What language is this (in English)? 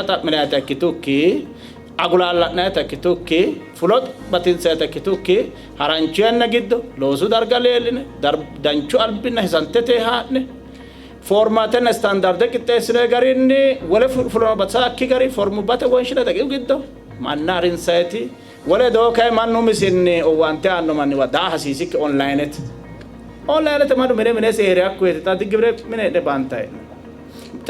Sidamo